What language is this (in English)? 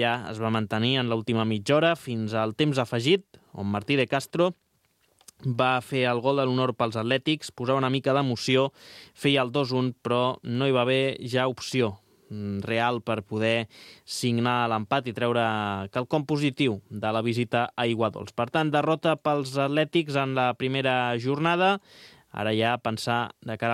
Catalan